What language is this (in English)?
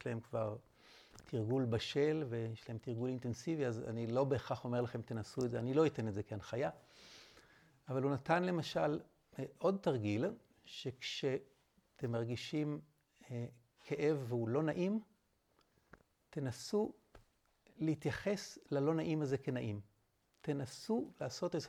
Hebrew